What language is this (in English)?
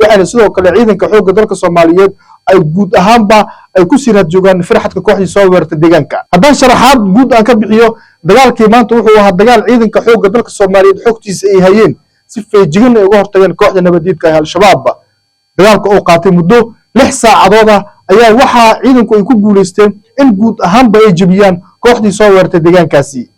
Somali